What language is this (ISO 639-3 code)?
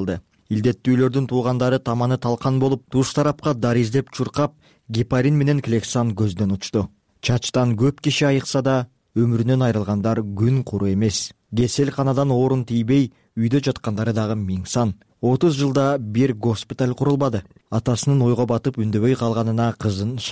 kir